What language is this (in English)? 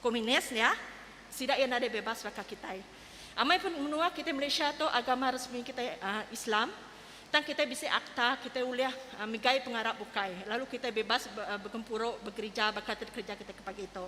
Iban